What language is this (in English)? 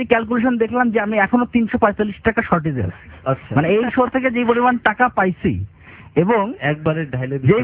Bangla